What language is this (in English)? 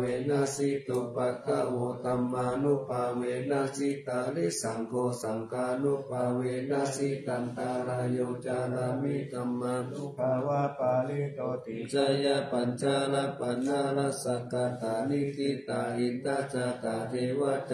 Pali